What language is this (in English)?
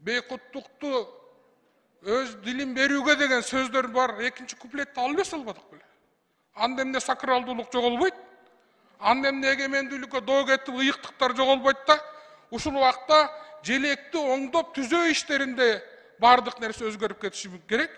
Kyrgyz